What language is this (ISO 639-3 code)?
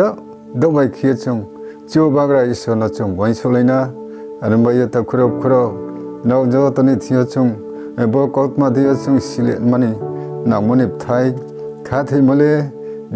ria